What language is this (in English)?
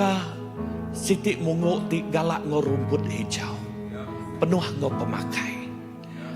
Iban